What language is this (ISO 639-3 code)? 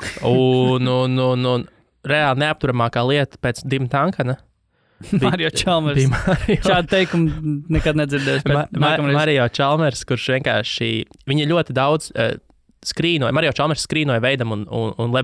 lav